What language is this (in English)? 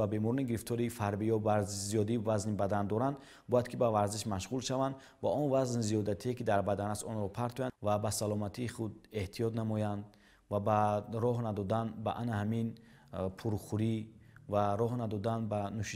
Tajik